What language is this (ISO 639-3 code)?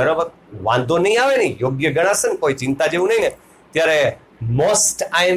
guj